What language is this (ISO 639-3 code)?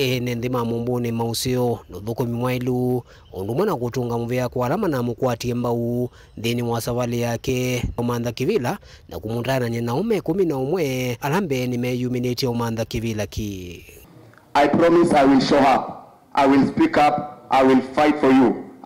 kam